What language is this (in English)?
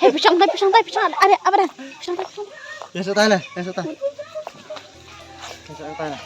Khasi